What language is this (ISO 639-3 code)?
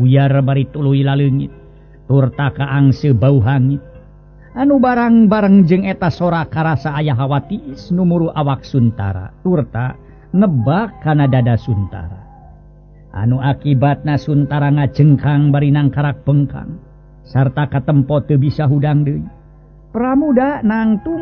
sun